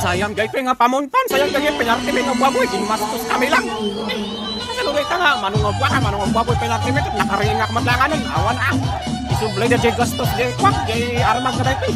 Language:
Iloko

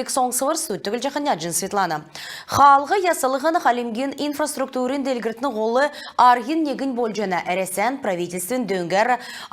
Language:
Kalmyk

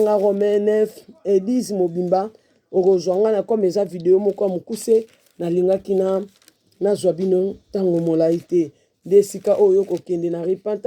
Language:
Lingala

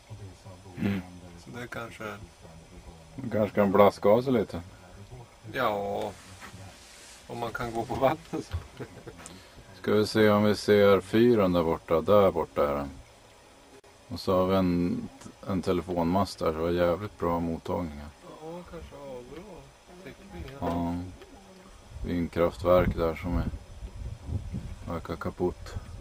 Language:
Swedish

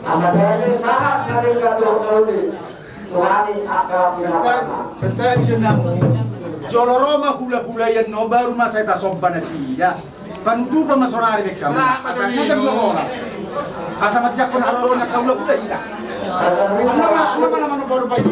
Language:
Batak Toba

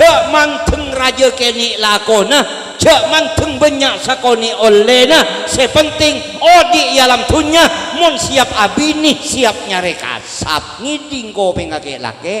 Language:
Madurese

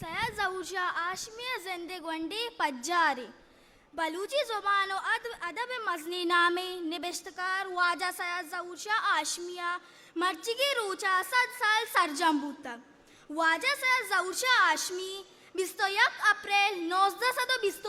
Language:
Eastern Balochi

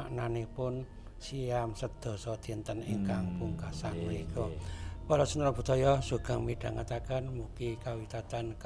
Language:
Javanese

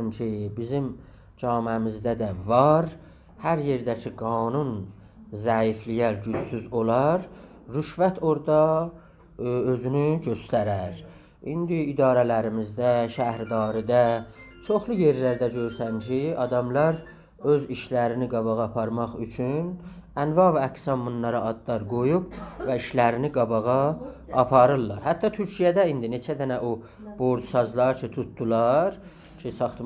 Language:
South Azerbaijani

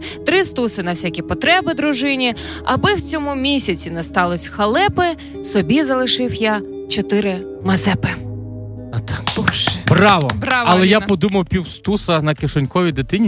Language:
Ukrainian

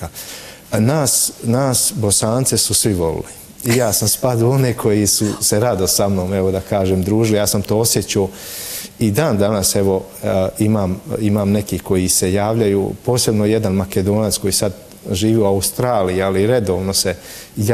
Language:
Bosnian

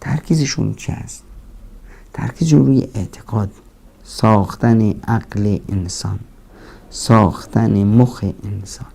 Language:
Persian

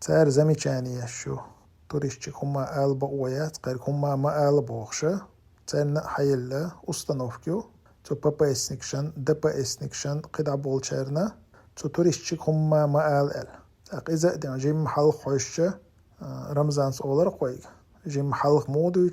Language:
Chechen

